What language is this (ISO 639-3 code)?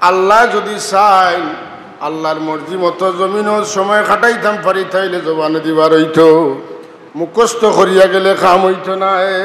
syl